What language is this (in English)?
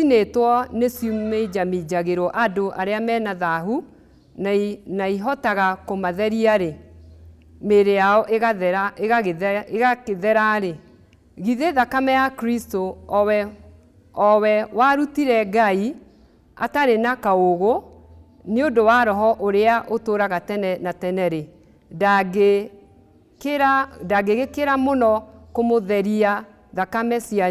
Kikuyu